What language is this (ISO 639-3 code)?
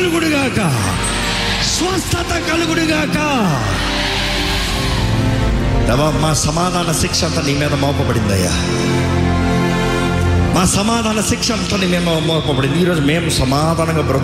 tel